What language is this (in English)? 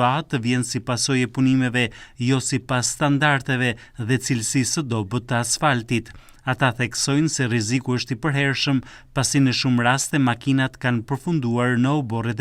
Albanian